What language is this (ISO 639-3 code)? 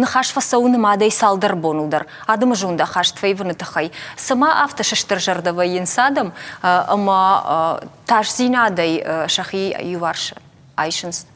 oss